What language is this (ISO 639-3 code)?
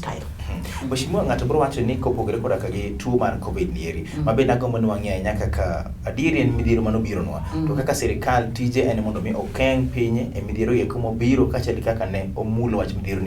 luo